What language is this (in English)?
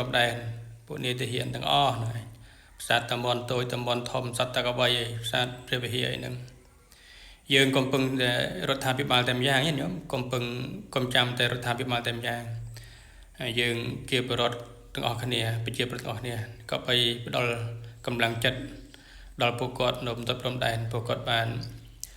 Khmer